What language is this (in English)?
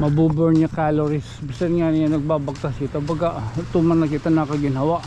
Waray